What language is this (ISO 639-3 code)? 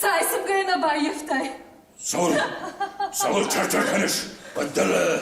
oss